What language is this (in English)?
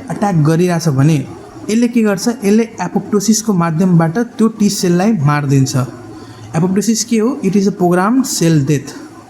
Nepali